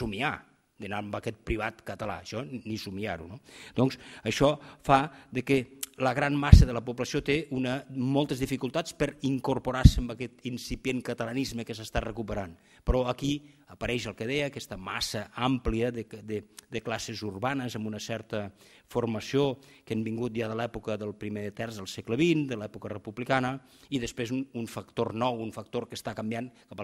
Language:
Catalan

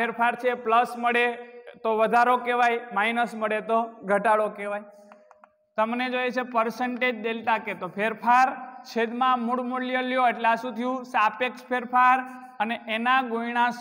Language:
Gujarati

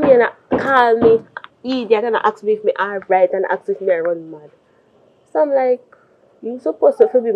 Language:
Jamaican Creole English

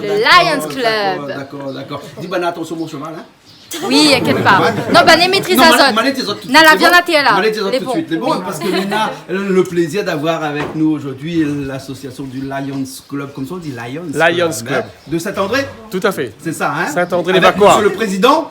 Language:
Réunion Creole French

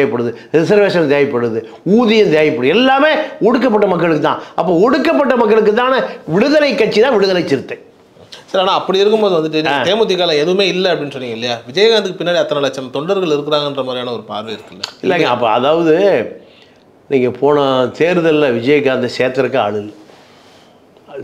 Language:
Tamil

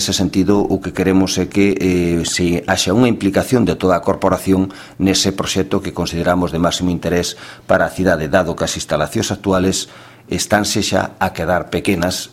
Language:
Galician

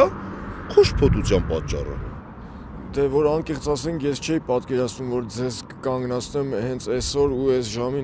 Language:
Armenian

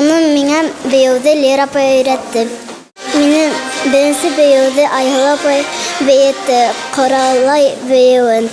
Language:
Bashkir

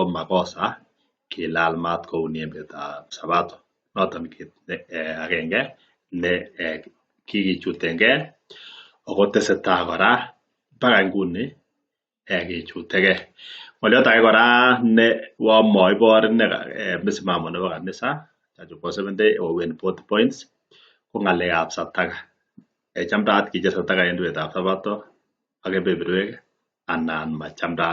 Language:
Kalenjin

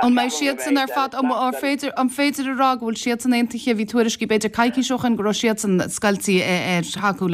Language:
Irish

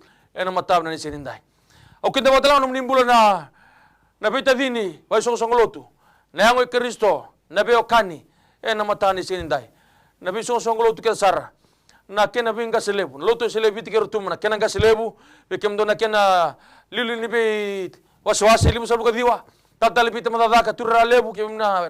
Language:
Fijian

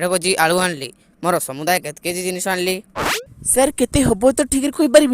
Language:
Odia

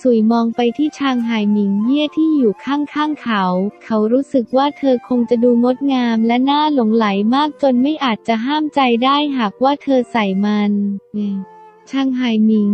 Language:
Thai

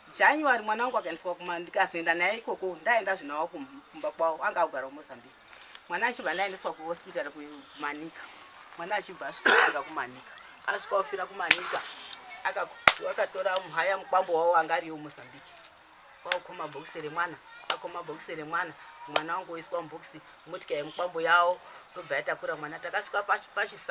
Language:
Shona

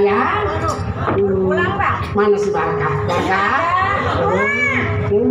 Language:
Betawi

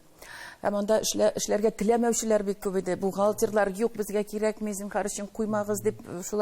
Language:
Tatar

